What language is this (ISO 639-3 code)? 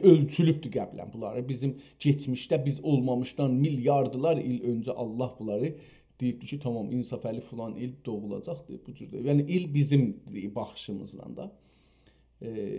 azb